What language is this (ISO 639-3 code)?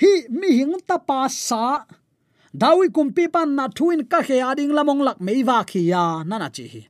ctd